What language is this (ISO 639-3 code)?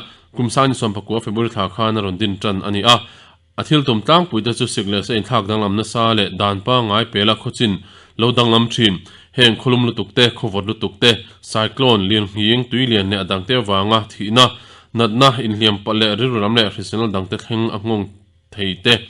lus